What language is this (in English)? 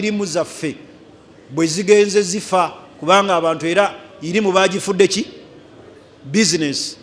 Ganda